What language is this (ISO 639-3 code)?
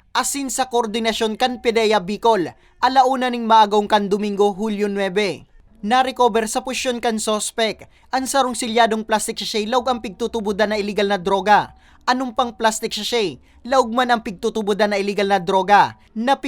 bik